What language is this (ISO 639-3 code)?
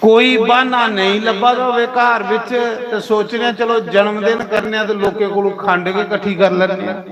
doi